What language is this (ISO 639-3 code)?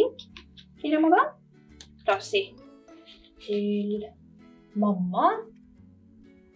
nor